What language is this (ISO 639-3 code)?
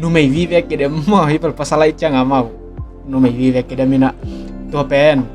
ctd